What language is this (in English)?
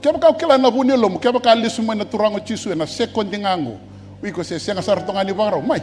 Fijian